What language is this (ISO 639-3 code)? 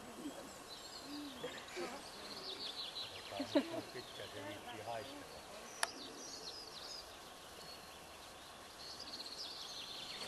fin